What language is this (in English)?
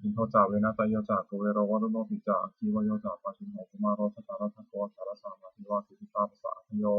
Pali